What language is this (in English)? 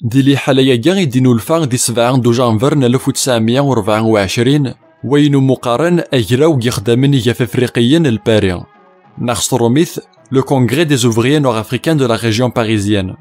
Kabyle